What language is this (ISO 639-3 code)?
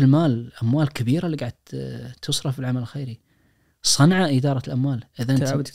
ars